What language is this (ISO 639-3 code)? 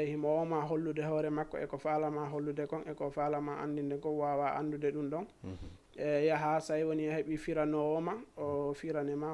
ful